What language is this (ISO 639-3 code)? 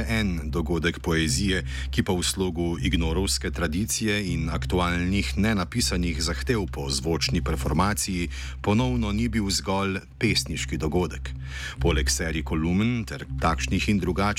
slv